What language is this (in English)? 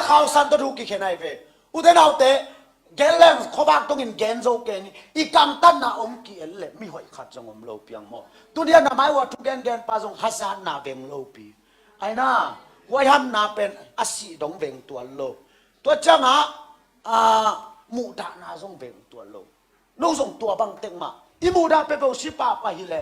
Tedim Chin